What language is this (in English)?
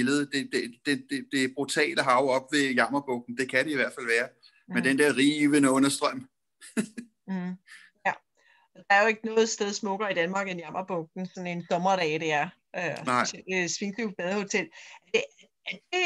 Danish